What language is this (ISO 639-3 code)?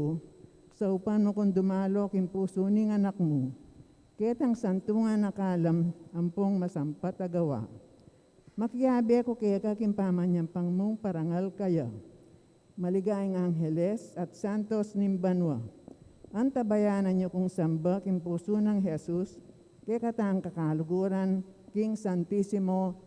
pam